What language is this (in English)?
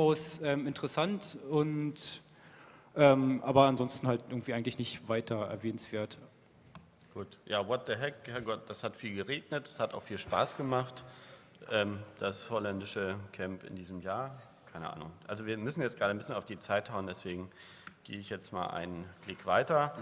German